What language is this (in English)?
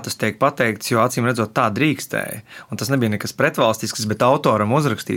Latvian